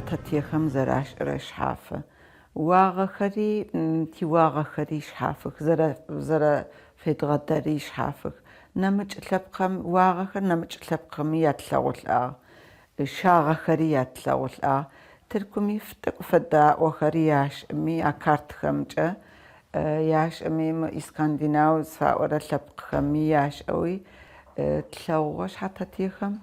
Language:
Adyghe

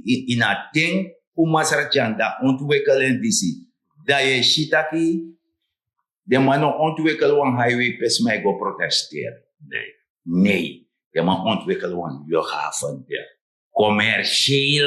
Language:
Sranan Tongo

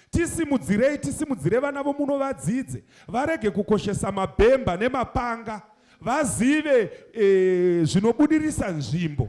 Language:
Shona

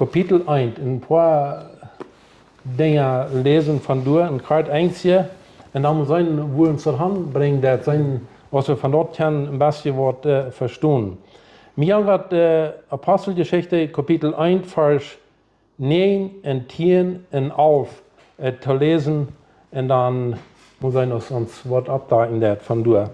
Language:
Plautdietsch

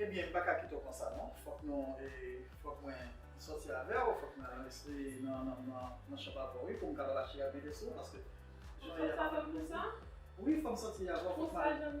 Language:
Haitian Creole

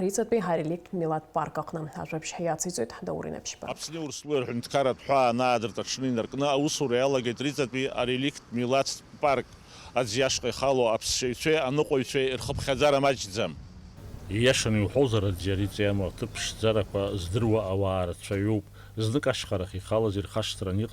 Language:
Abkhazian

